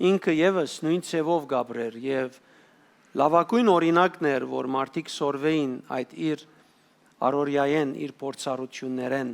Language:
Western Armenian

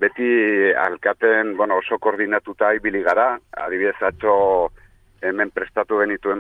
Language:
Basque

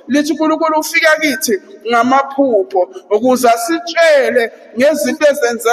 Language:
Zulu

